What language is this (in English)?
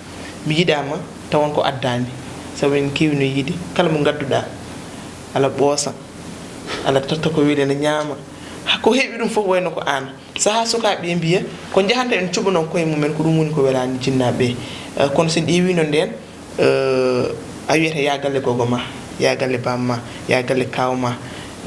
Fula